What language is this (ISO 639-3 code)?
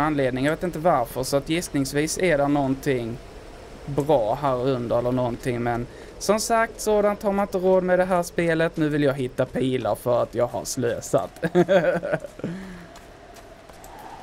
swe